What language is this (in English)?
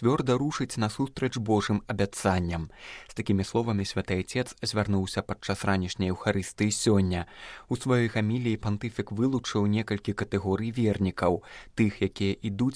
Belarusian